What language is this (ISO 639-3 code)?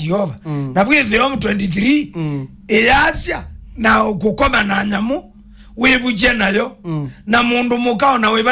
kam